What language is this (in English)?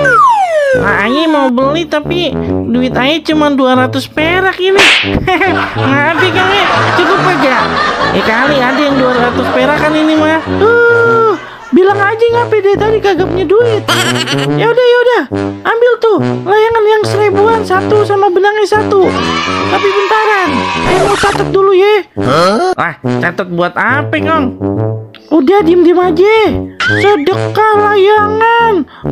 Betawi